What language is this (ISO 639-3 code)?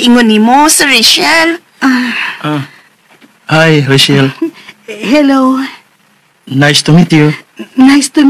ceb